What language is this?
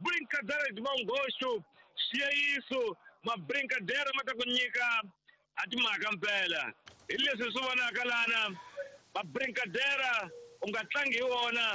Tsonga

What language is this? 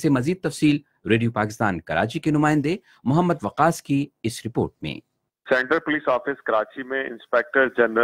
Urdu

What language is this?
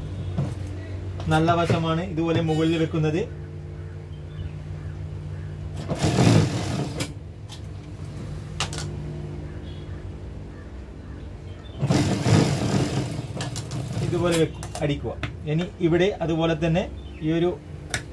Malayalam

